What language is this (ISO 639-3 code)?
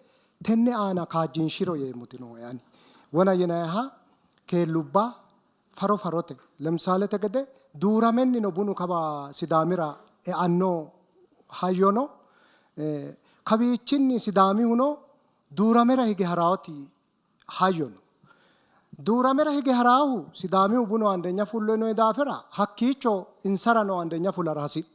sid